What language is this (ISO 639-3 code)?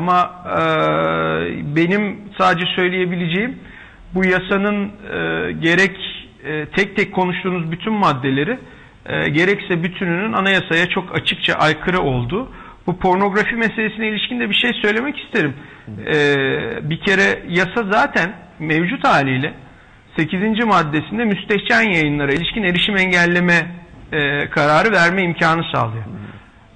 tur